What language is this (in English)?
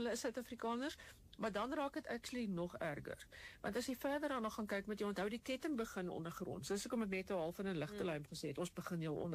Afrikaans